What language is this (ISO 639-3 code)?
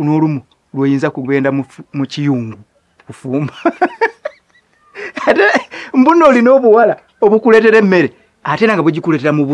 lug